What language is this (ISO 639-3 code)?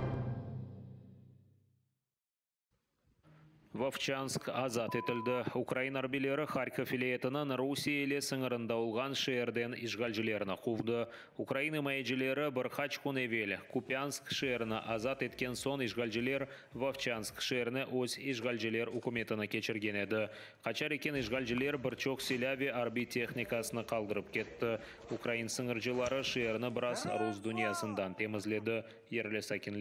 crh